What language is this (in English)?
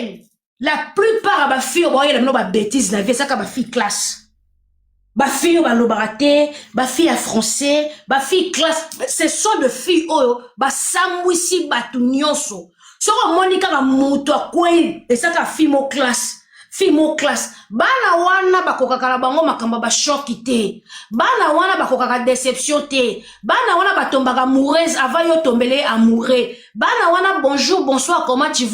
Lingala